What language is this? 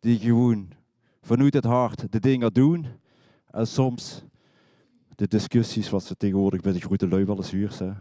Limburgish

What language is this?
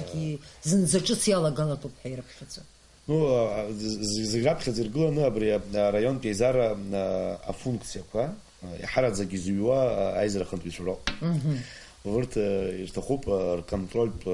Abkhazian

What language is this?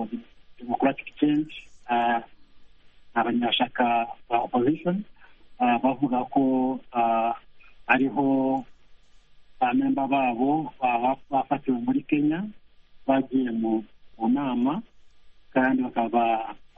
Kinyarwanda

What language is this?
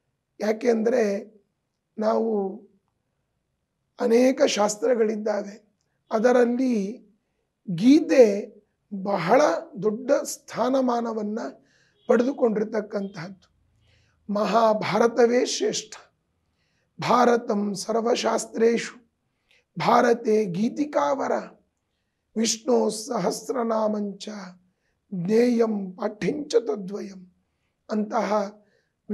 Kannada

